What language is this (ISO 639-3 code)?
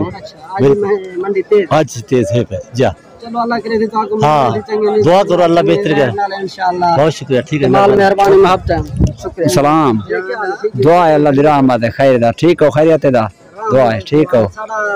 skr